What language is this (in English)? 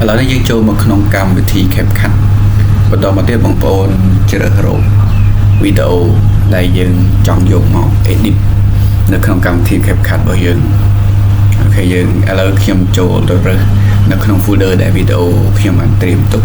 Khmer